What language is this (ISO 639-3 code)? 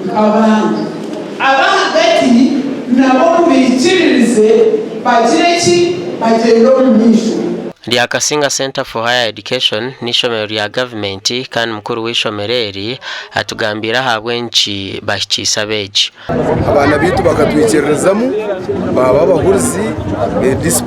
nyn